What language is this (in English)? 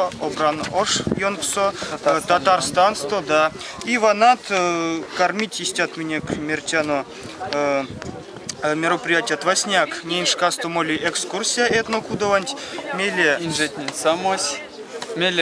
Erzya